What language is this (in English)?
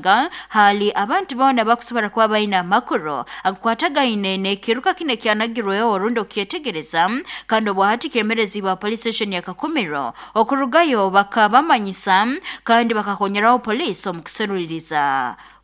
Nyoro